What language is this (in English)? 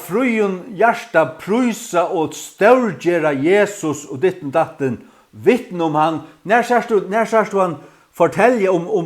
Faroese